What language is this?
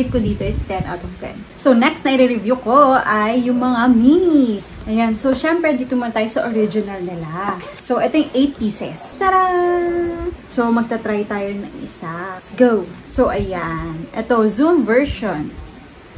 Filipino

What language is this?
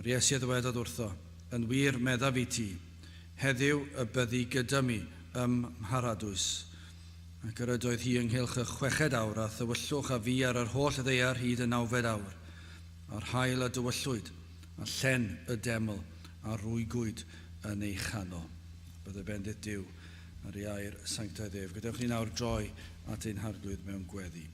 Welsh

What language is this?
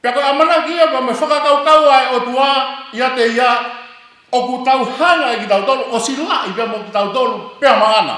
Tongan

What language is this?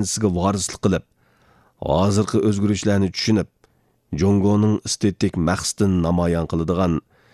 Uyghur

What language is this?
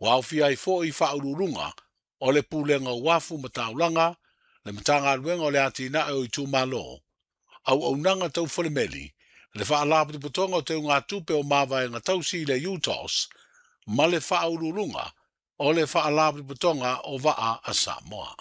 Samoan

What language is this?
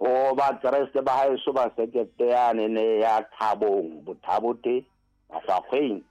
Southern Sotho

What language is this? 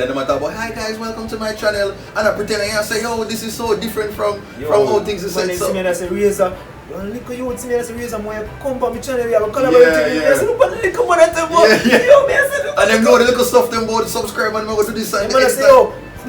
Jamaican Creole English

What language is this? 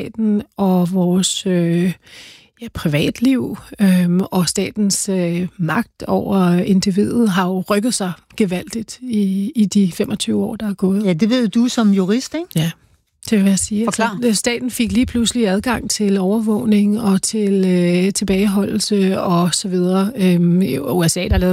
Danish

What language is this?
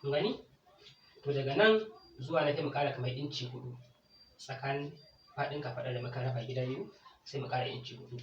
Hausa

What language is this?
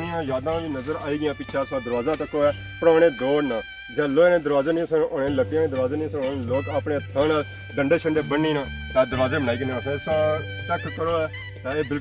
Pahari-Potwari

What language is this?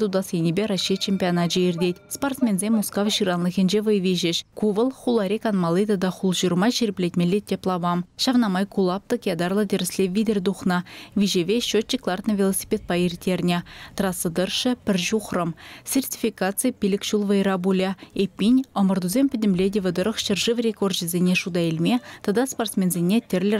Chuvash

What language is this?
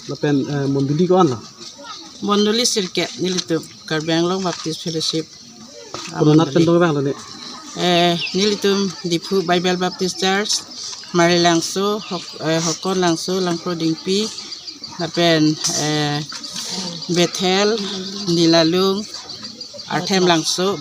Karbi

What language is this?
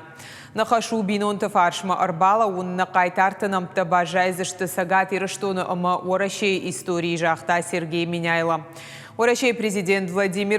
Ossetic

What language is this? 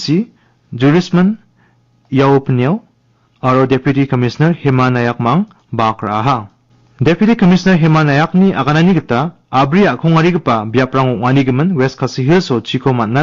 Garo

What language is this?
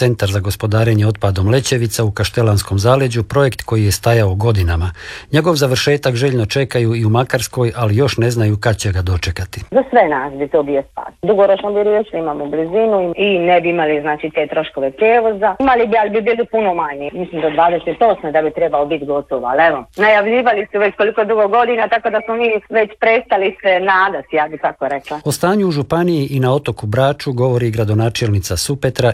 Croatian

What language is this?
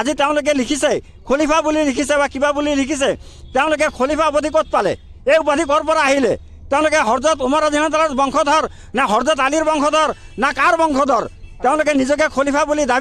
Assamese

